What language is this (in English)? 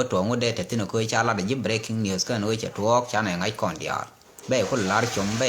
Nuer